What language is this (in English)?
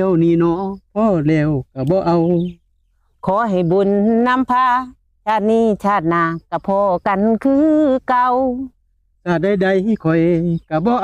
Lao